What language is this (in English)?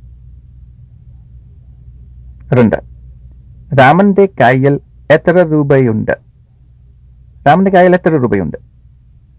Malayalam